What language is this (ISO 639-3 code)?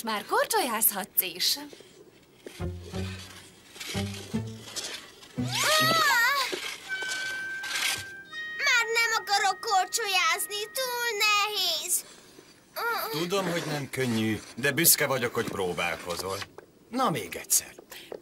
hun